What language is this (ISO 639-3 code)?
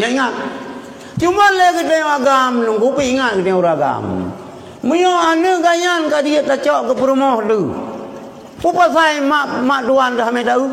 ace